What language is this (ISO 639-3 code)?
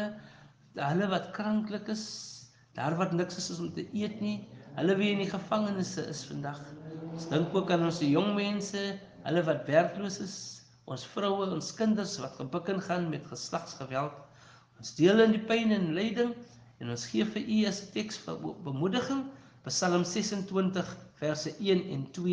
afr